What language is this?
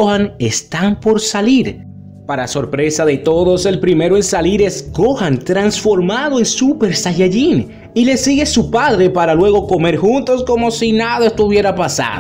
Spanish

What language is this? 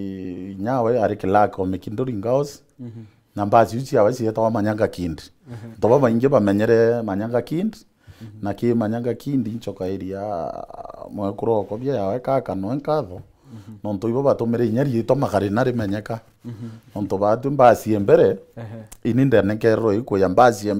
Meru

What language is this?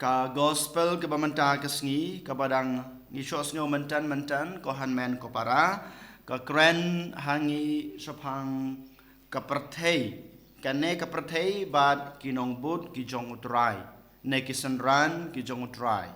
Khasi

